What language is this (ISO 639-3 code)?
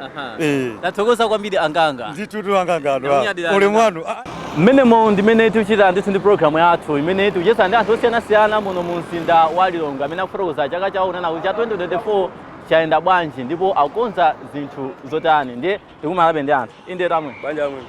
nya